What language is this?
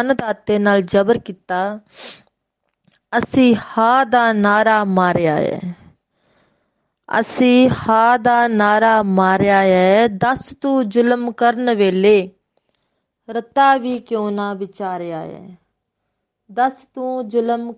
Punjabi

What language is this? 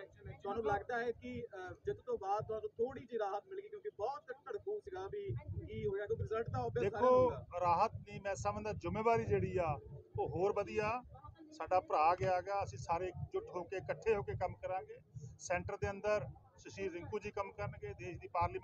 Punjabi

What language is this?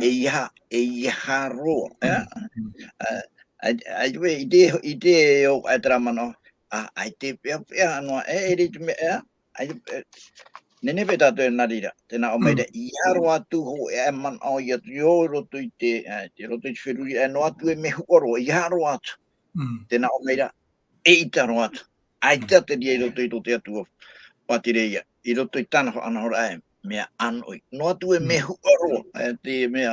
Tahitian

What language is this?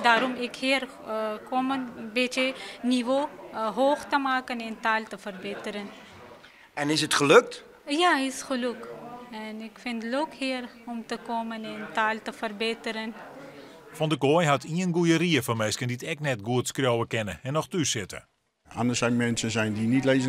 Western Frisian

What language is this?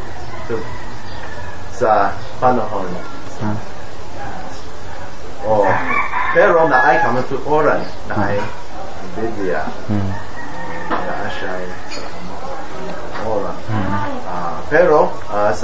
Cebuano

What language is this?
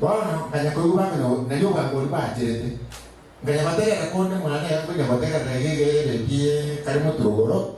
Gusii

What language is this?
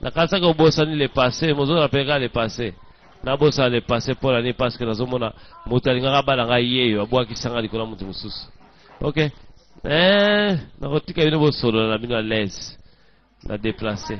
Lingala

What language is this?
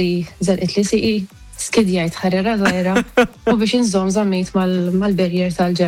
Maltese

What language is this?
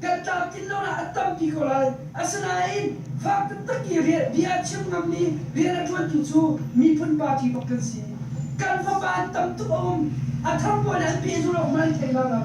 Hakha Chin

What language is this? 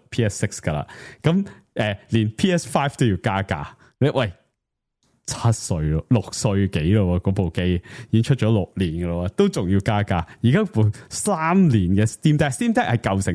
Cantonese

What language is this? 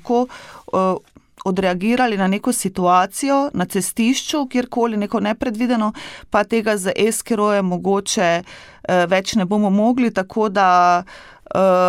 Slovenian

